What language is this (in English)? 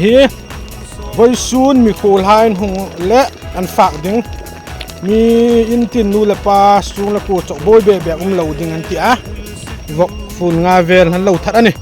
Hmar